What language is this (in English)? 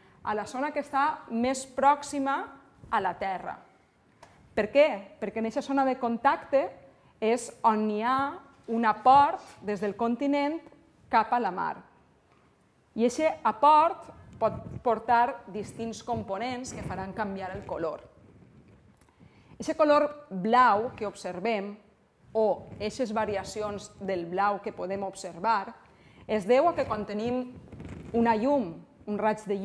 Catalan